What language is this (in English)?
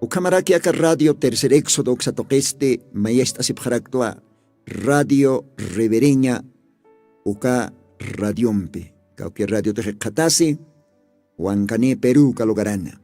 Aymara